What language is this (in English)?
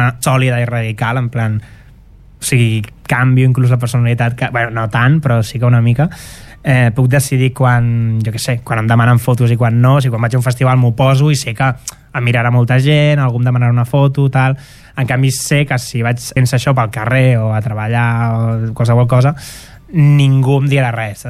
Catalan